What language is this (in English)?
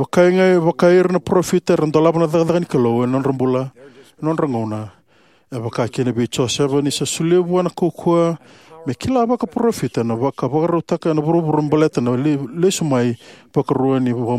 Fijian